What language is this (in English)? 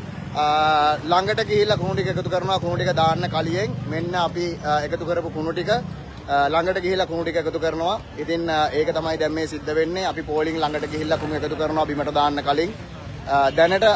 Sinhala